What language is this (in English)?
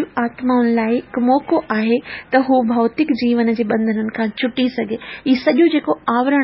Sindhi